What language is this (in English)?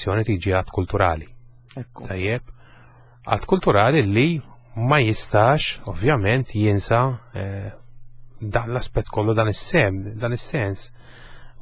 Maltese